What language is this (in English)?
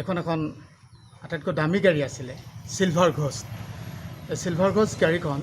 Assamese